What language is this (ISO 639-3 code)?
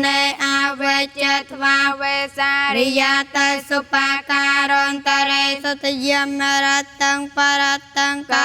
khm